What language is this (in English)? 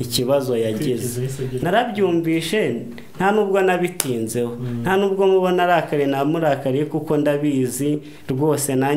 Kinyarwanda